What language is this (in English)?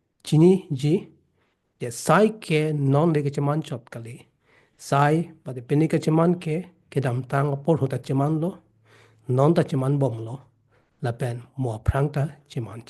Karbi